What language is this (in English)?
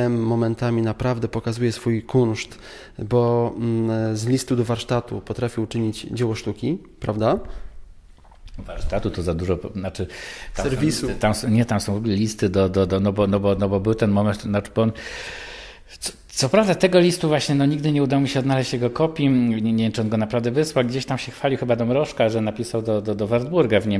Polish